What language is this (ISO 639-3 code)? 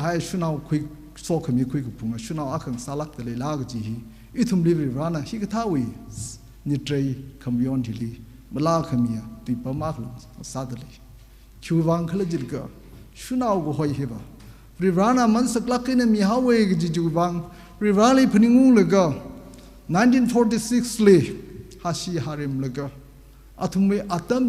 nmf